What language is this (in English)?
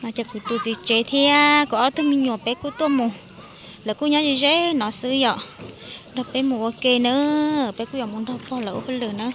Hmong